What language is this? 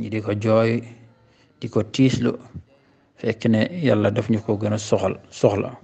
Wolof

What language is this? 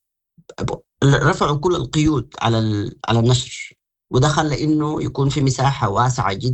Sudanese Arabic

